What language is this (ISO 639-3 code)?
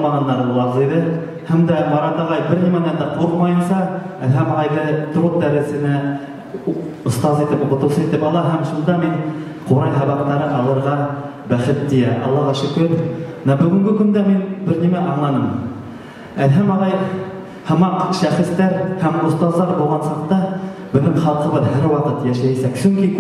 bak